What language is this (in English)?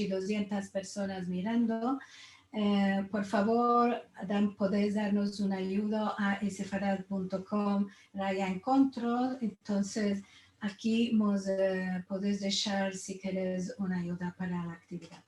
Ladino